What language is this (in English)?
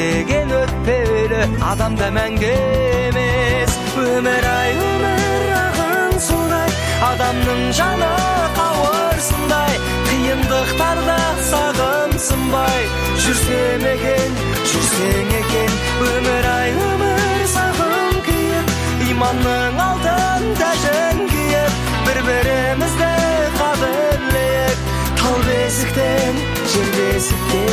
Kazakh